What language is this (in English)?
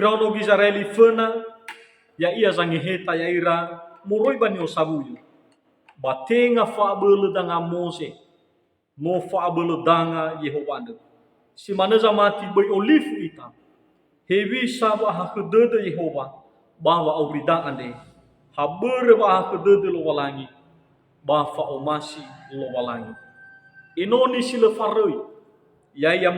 Nias